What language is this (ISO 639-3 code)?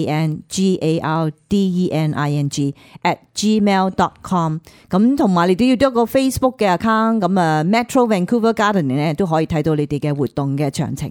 yue